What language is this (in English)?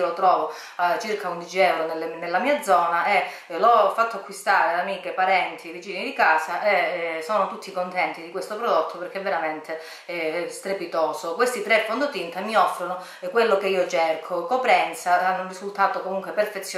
Italian